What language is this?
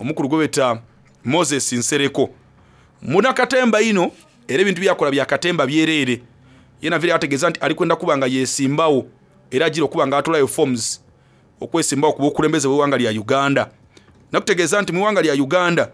Soga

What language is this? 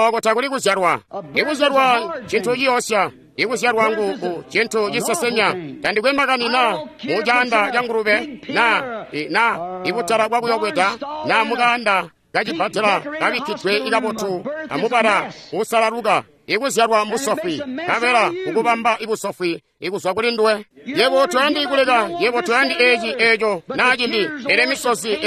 Tonga (Zambia)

